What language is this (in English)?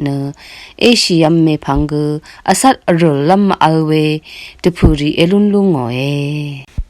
Rawang